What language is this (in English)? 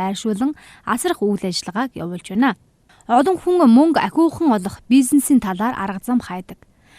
Mongolian